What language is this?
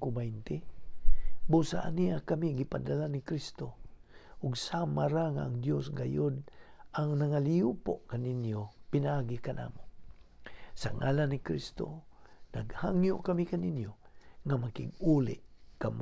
Cebuano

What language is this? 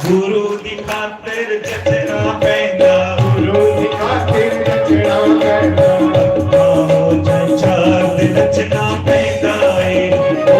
Dogri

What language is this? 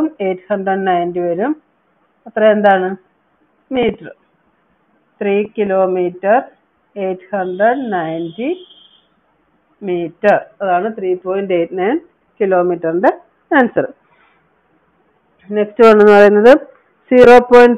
Malayalam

